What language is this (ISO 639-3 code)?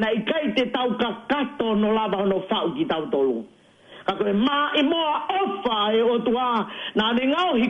ton